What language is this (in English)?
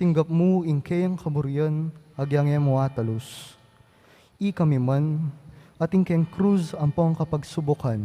Pampanga